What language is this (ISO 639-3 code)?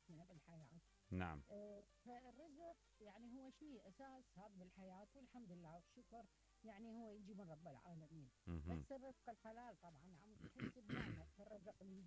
acm